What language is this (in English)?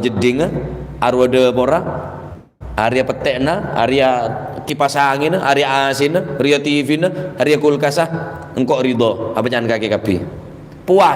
Madurese